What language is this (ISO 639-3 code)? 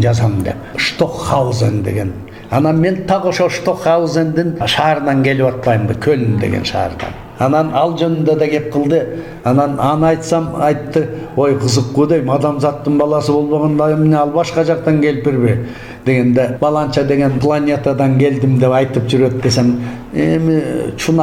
kir